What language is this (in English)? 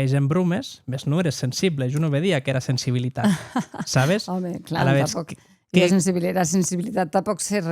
Occitan